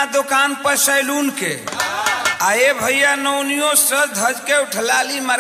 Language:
Bhojpuri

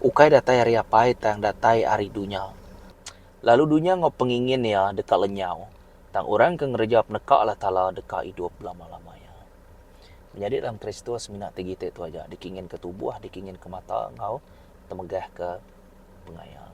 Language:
Iban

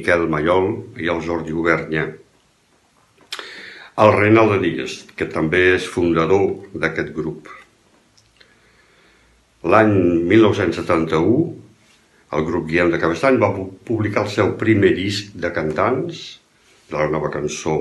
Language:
Catalan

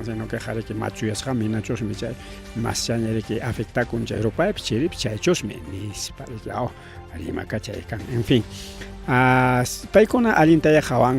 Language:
Ayacucho Quechua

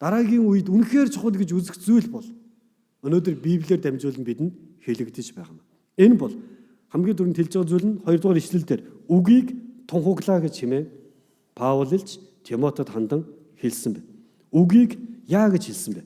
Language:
Mongolian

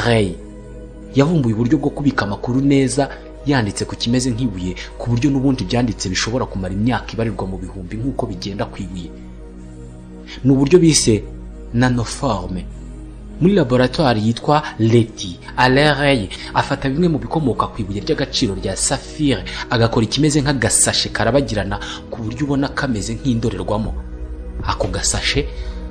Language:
Kinyarwanda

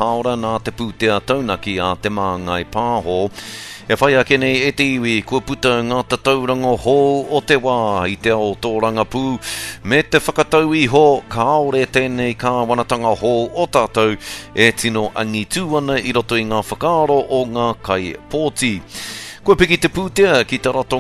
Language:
Māori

